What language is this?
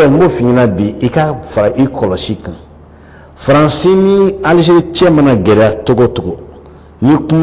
Bambara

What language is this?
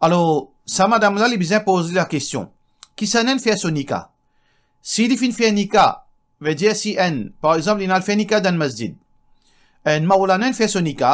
Morisyen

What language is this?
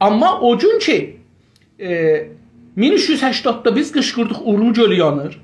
South Azerbaijani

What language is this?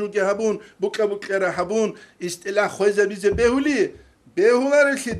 Avaric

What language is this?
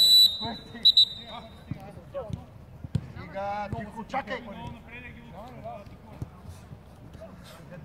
Bulgarian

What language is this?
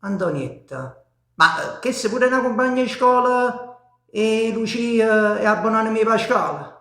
Neapolitan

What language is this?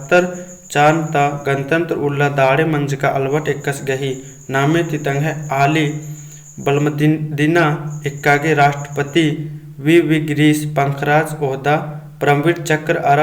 Kurukh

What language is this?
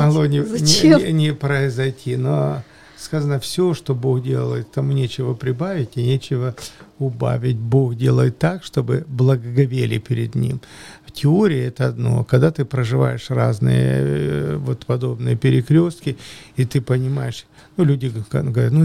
Russian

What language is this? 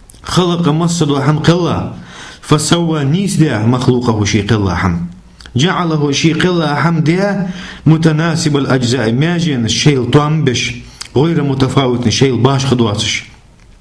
Ingush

